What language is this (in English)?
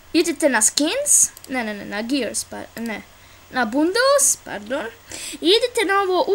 Bosnian